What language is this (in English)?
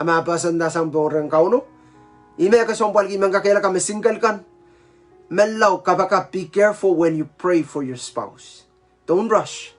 Pohnpeian